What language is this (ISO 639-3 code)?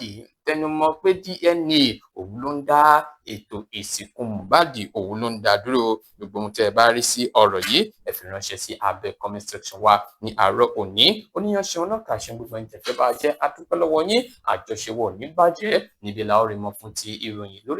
yor